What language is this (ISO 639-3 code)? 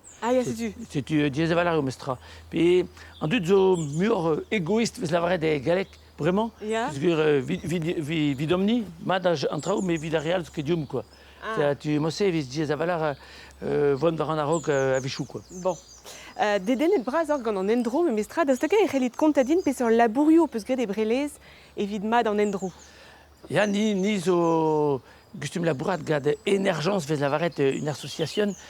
bre